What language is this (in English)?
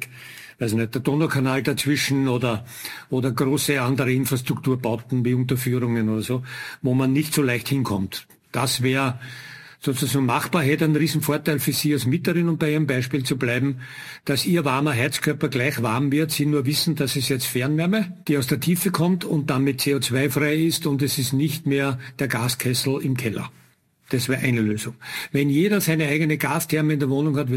German